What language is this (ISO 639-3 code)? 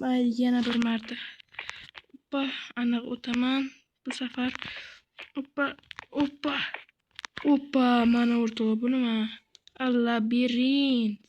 uzb